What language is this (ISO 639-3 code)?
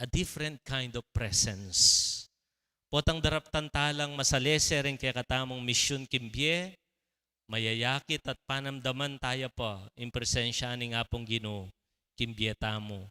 pam